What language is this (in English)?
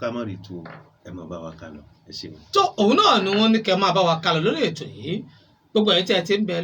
Yoruba